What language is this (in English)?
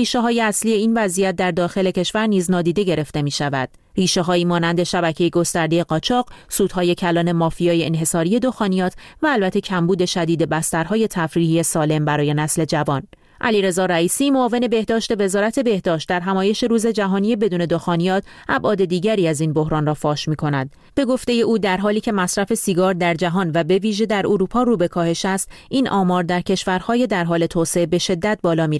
Persian